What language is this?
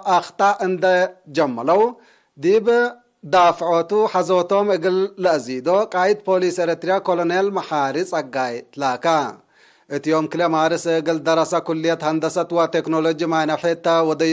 Tigre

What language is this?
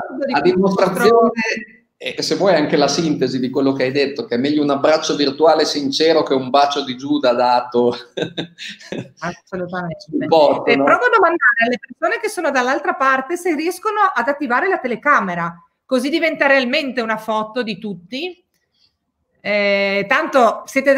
Italian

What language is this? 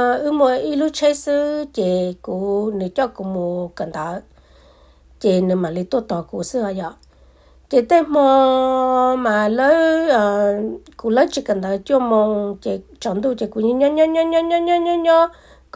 Hmong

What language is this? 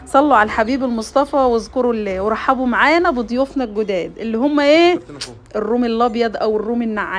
Egyptian Arabic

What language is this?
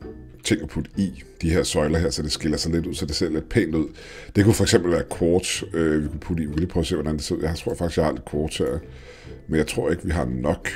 Danish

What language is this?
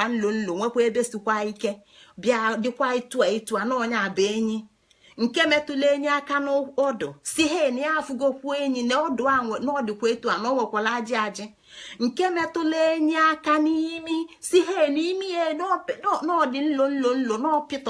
Igbo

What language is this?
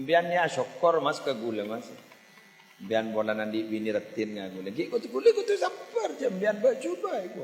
Madurese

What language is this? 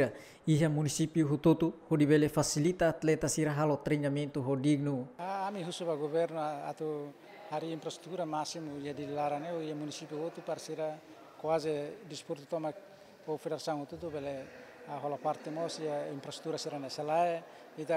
Tetum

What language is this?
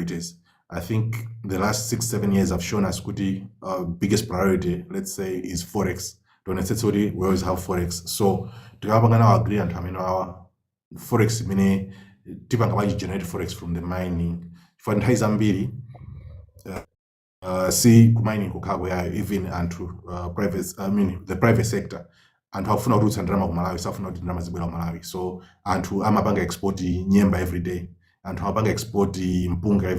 Nyanja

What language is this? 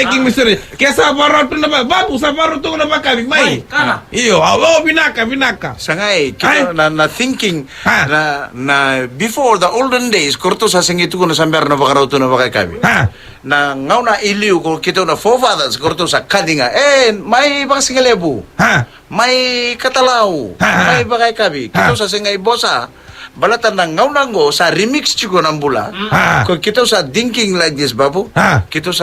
Fijian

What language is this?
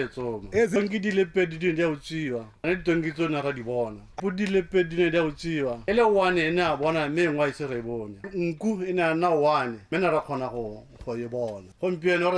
Tswana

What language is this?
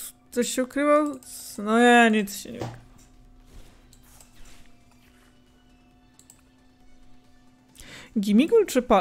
Polish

